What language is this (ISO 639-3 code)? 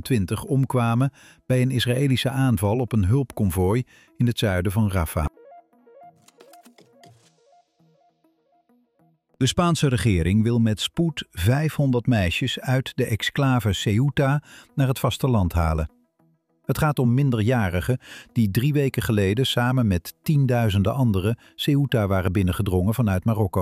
nld